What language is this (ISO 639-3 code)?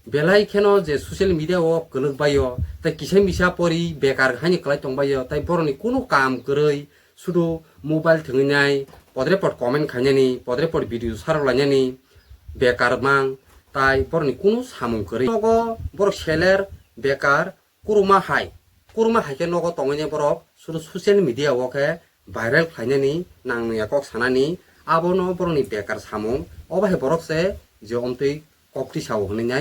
trp